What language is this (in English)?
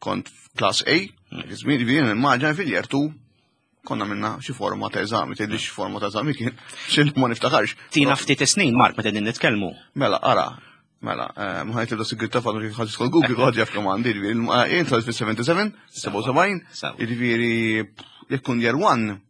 Maltese